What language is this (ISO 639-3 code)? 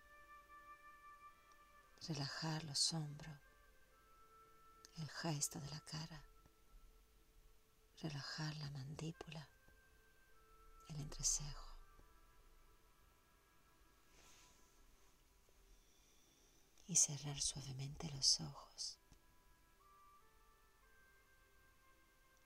spa